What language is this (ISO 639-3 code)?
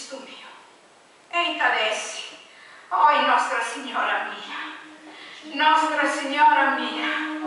srd